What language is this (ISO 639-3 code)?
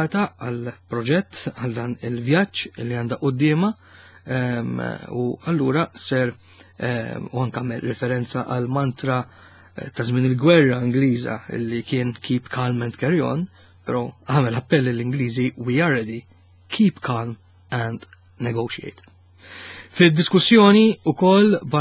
mlt